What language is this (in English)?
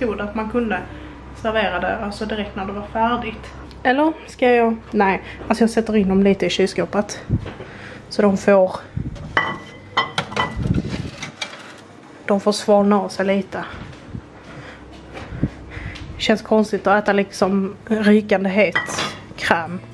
Swedish